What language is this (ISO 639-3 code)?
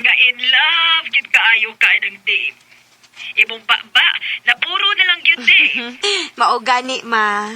ceb